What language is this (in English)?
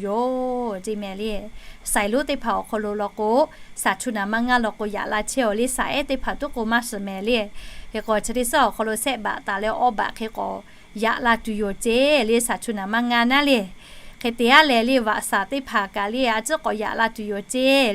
Lahu